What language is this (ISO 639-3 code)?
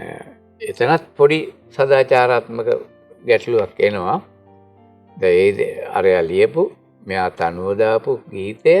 sin